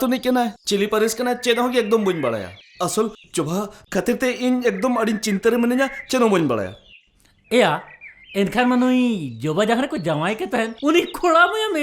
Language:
Santali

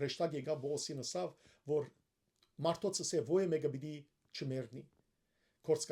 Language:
Western Armenian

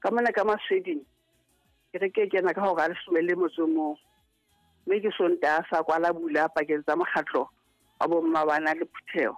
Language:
Southern Sotho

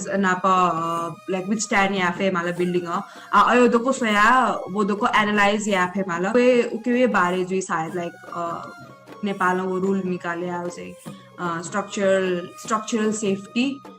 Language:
Newari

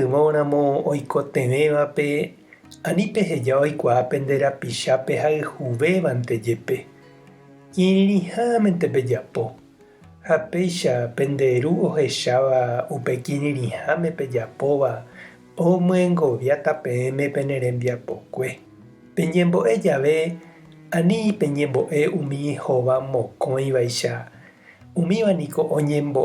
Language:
Guarani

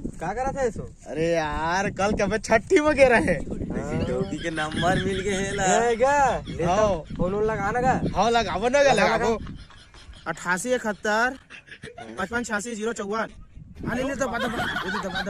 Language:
Chhattisgarhi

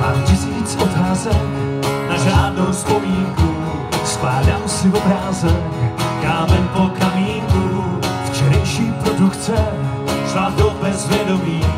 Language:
Czech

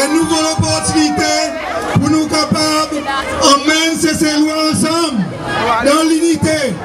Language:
Seselwa Creole French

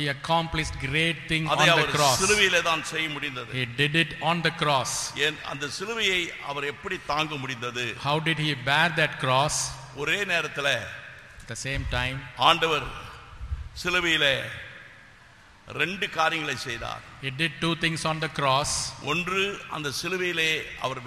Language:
Tamil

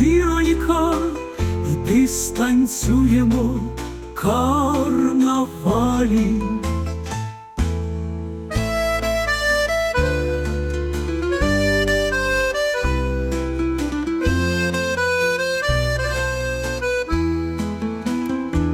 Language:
Ukrainian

